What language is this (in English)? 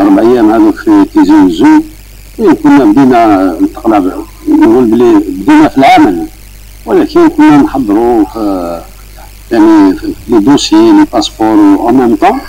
Algerian Arabic